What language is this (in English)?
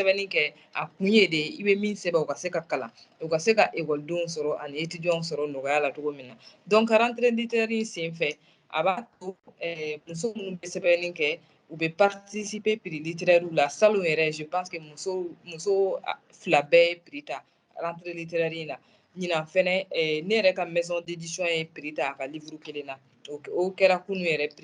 Bambara